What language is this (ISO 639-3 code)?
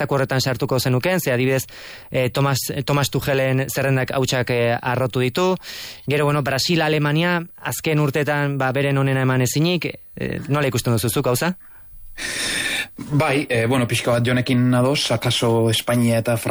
eus